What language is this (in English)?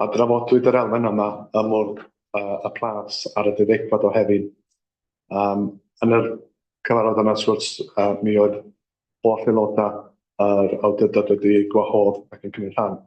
Welsh